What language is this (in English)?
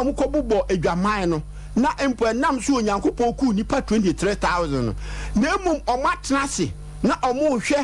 Akan